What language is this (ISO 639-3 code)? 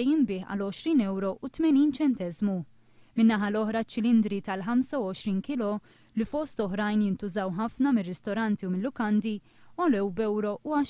mlt